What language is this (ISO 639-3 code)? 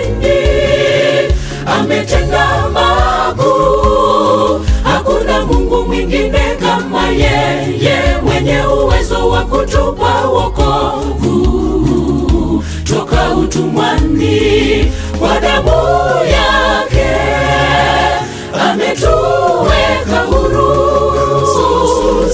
swa